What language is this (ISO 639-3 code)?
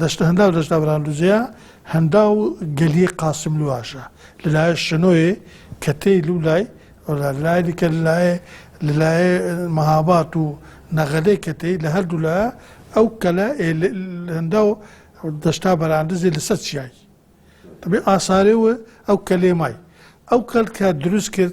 kur